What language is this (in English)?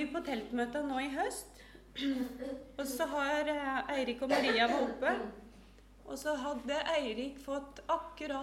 Norwegian